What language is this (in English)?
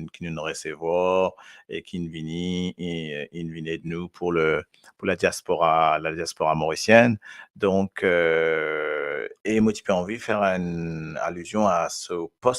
Morisyen